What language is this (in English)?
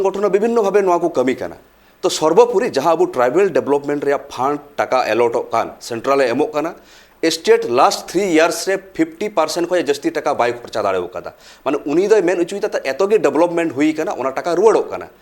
Santali